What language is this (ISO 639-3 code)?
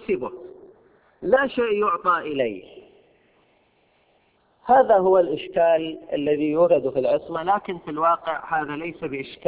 ara